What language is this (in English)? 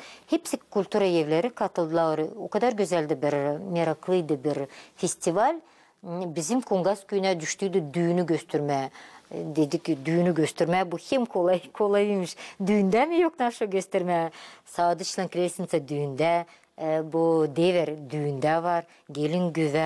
Gagauz